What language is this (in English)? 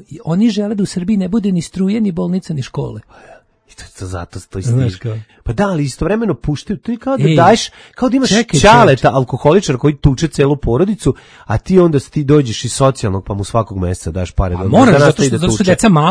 Serbian